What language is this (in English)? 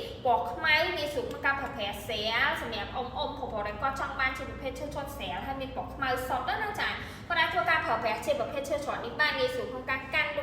Khmer